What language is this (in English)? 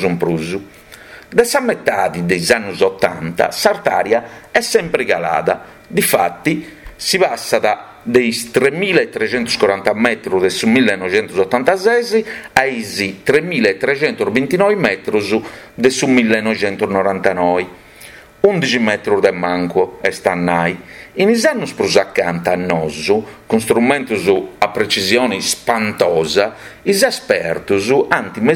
Sardinian